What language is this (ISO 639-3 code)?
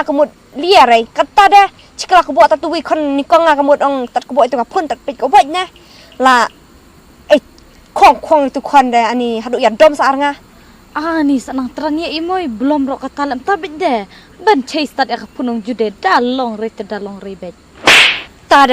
kha